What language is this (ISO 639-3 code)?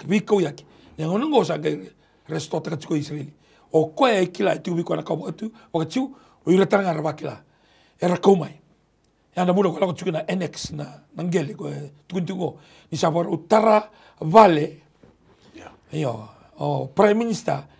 fij